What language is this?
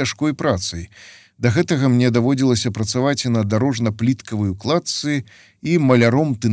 Belarusian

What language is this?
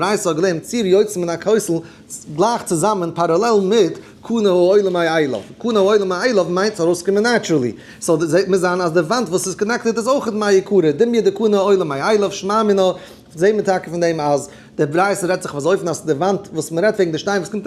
Yiddish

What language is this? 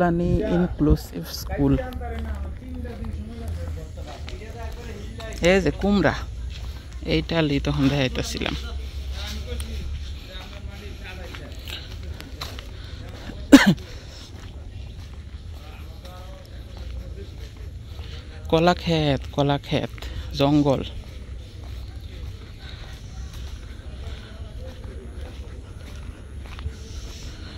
Bangla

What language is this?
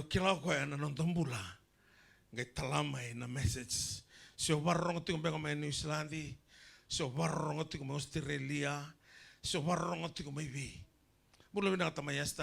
Fijian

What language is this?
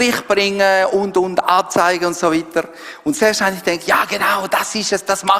Swiss German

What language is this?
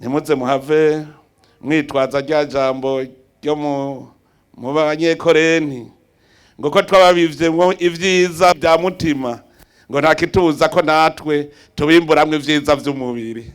Rundi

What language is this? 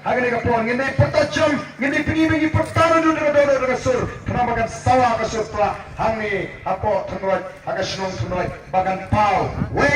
Khasi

